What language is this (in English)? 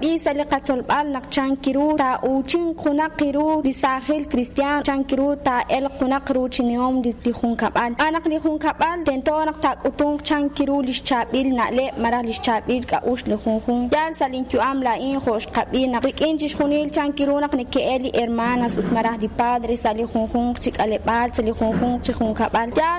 Kekchí